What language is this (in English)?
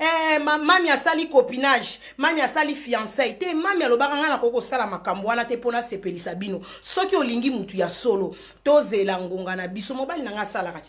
Lingala